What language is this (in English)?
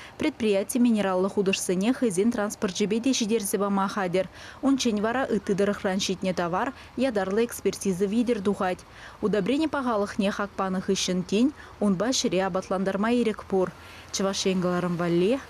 Chuvash